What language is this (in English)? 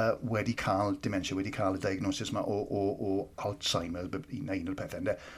Welsh